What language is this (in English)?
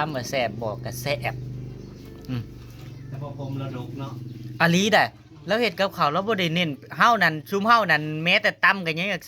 Northeastern Thai